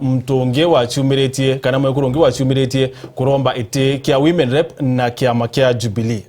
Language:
Meru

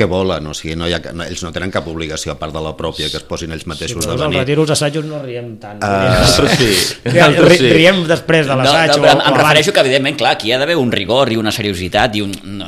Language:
Catalan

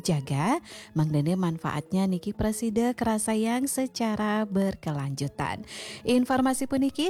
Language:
Balinese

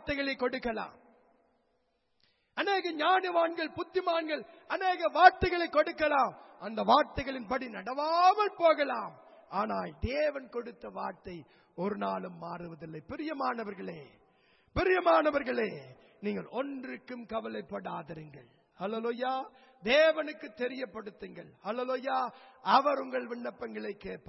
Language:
Tamil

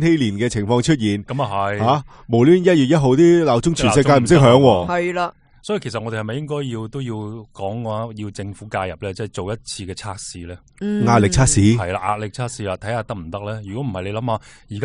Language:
Cantonese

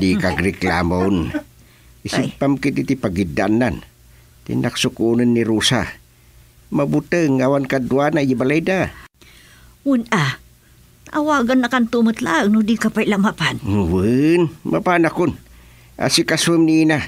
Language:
Iloko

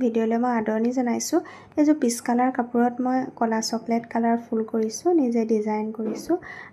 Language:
Assamese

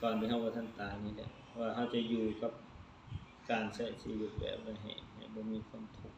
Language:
Lao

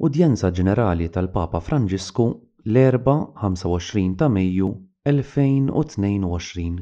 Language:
Maltese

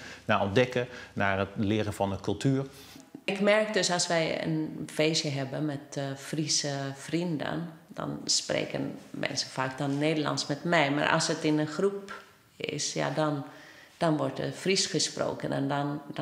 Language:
Western Frisian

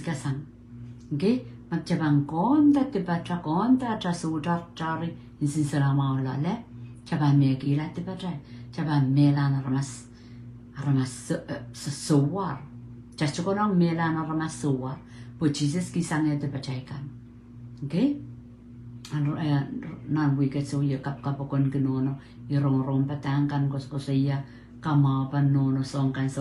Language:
Pohnpeian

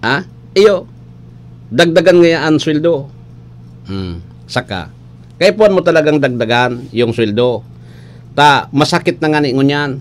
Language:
Bikol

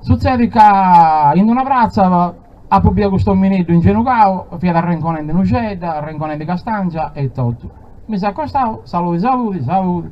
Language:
Sardinian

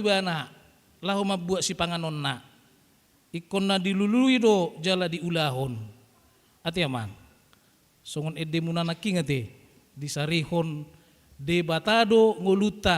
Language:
Batak Toba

